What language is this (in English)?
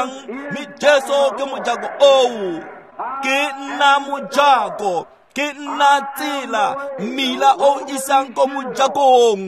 Tswana